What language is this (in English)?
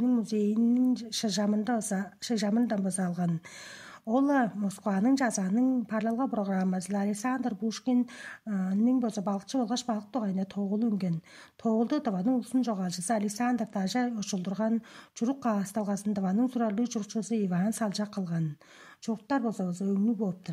Tuvinian